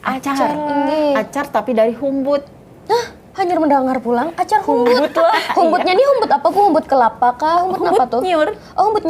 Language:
Banjar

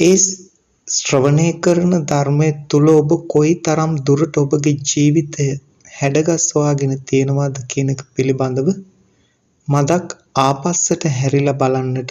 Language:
Sinhala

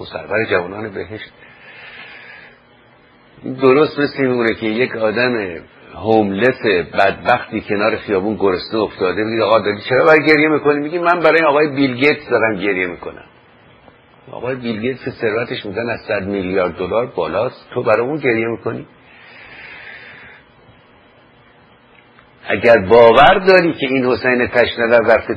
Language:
Persian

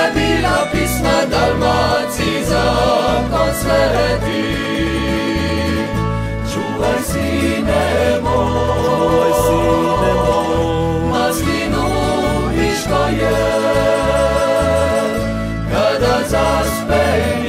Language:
Croatian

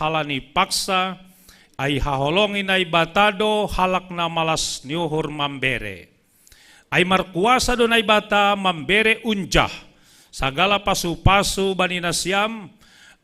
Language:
Batak Simalungun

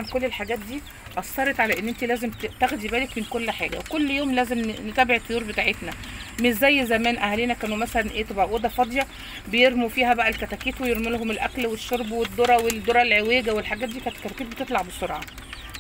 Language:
Egyptian Arabic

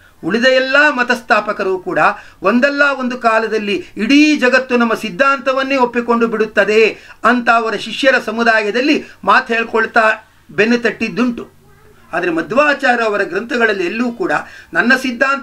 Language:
Kannada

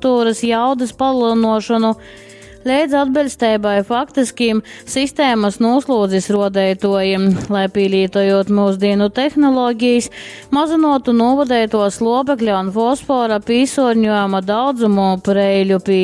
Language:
Latgalian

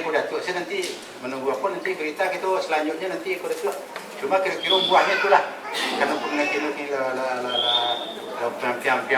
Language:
Minangkabau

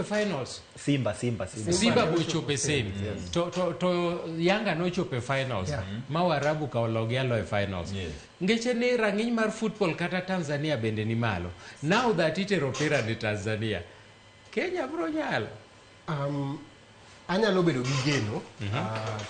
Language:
Luo (Kenya and Tanzania)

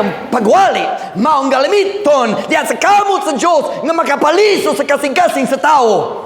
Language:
Cebuano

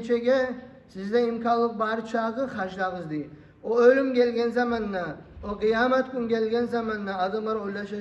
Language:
Kumyk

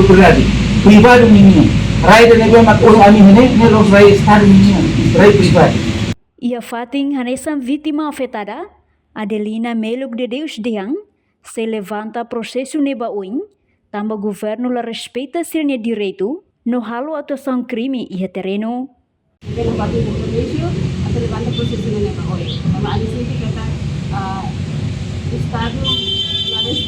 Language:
Tetum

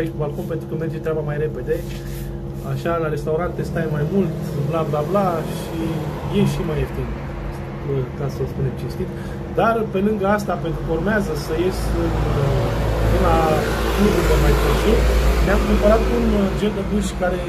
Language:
Romanian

